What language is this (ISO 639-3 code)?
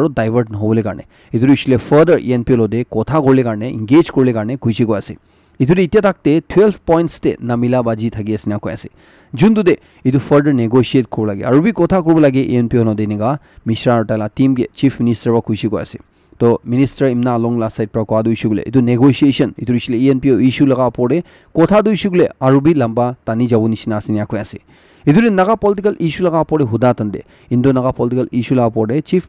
nag